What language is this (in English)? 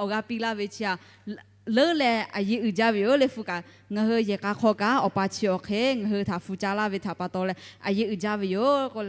Lahu